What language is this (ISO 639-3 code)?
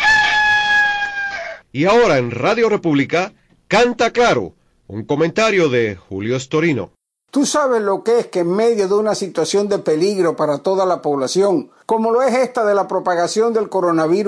spa